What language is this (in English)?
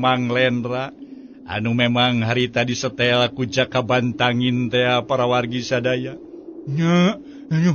Sundanese